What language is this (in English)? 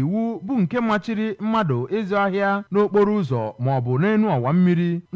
Igbo